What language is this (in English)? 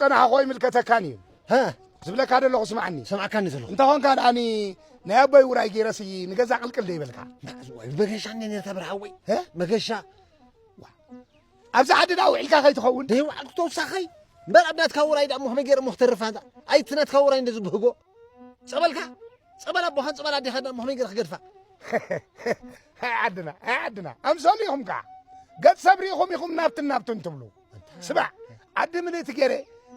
Tigrinya